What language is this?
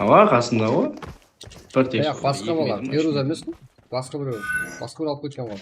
Kara-Kalpak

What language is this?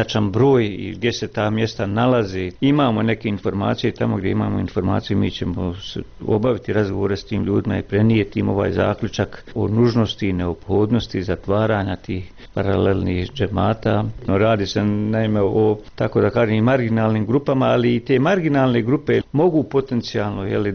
Bosnian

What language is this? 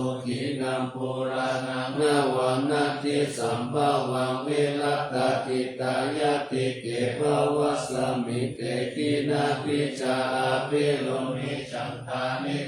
Pali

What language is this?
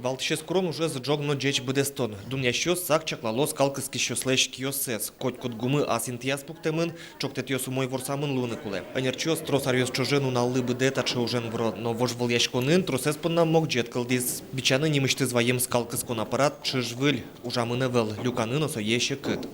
Udmurt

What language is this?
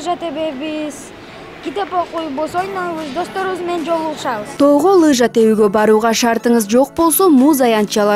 Kyrgyz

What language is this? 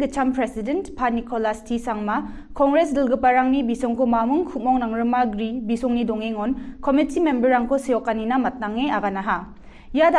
Garo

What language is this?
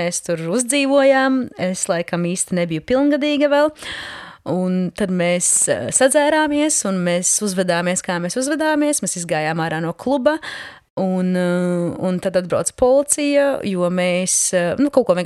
Latvian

